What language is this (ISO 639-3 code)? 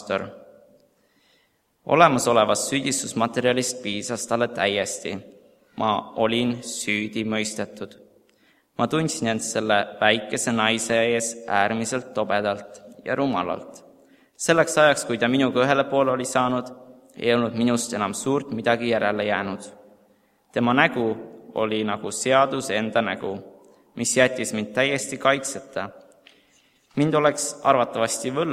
est